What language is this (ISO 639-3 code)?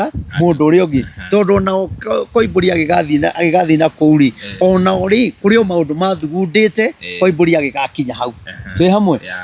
kik